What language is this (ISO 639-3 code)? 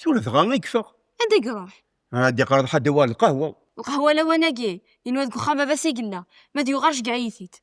kab